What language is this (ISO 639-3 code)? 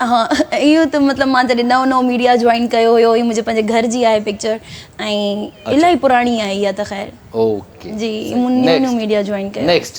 snd